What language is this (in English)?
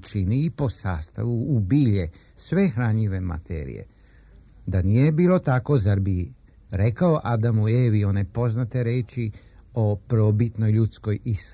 Serbian